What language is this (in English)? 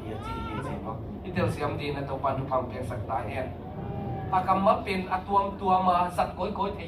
Tedim Chin